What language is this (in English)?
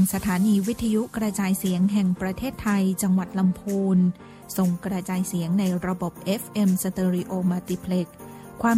Thai